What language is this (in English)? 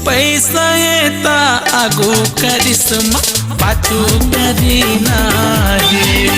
Chhattisgarhi